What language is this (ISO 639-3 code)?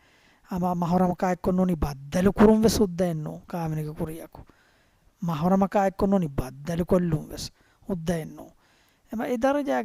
div